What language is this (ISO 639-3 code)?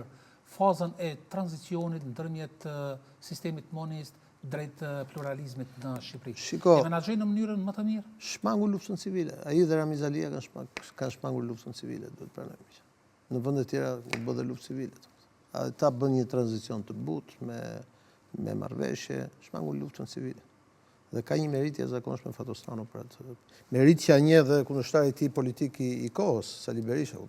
sqi